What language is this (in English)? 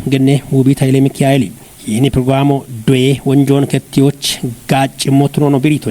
Kafa